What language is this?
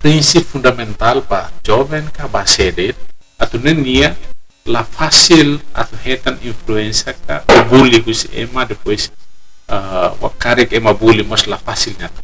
Tetum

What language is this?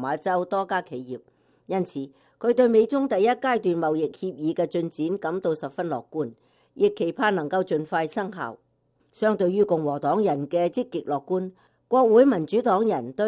Cantonese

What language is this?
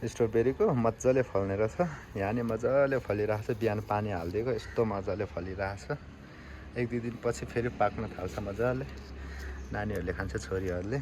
Nepali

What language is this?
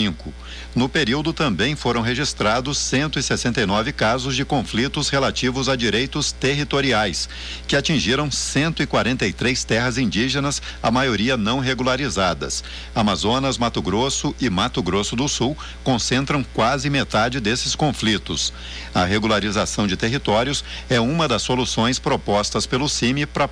Portuguese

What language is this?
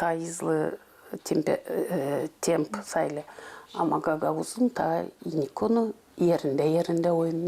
Gagauz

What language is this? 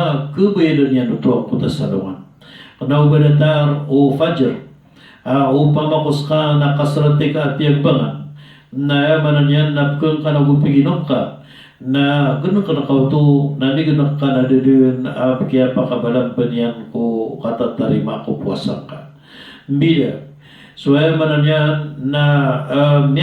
Maranao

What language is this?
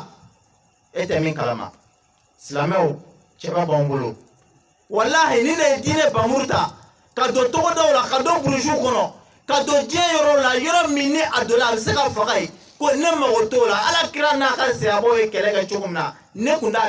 Bambara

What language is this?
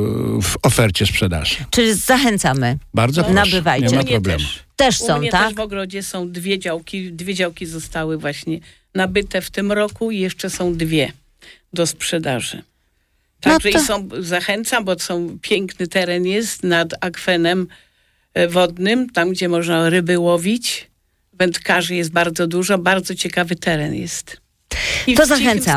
Polish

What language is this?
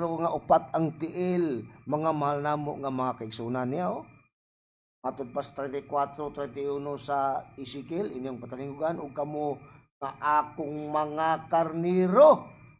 Cebuano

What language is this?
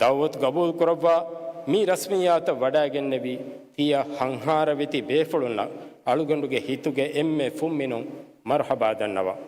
Divehi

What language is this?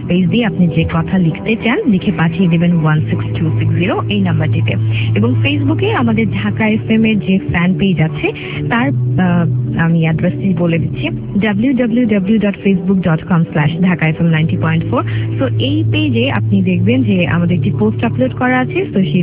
Bangla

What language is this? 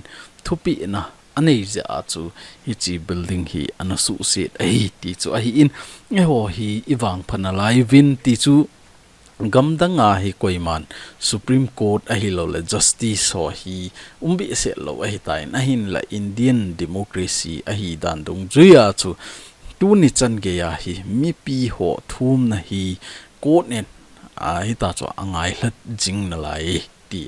Thado Chin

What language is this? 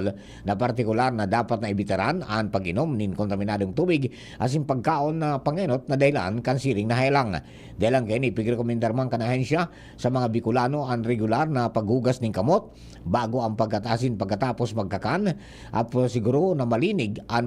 Bikol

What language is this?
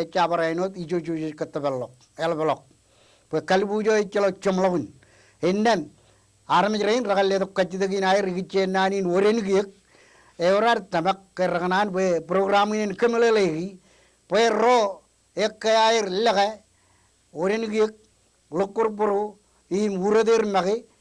Marshallese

